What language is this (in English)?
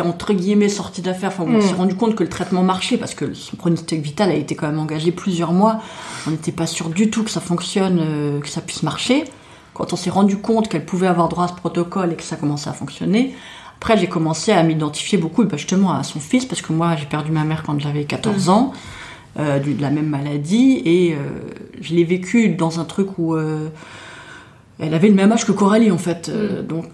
French